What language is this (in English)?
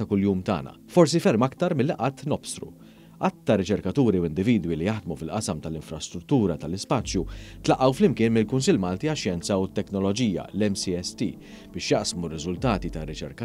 Maltese